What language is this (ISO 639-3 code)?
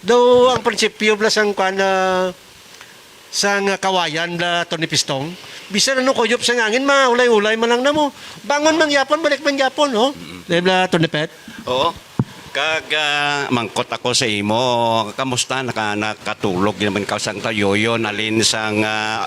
hil